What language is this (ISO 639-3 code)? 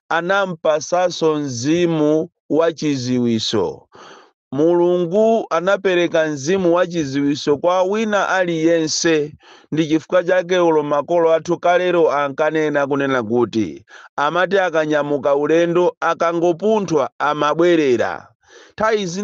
nya